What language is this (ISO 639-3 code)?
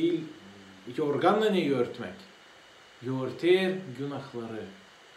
gag